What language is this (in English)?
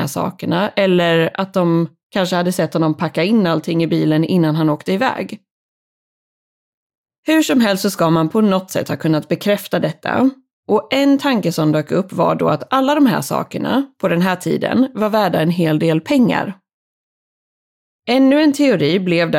Swedish